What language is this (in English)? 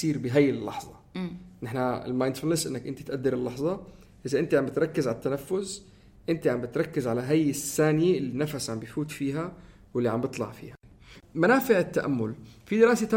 North Levantine Arabic